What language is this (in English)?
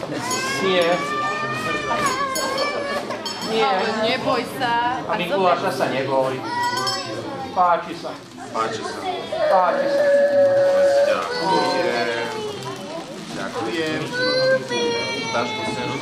Slovak